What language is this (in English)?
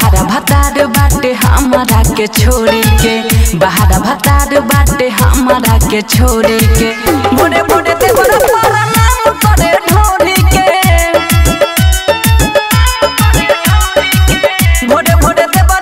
Bhojpuri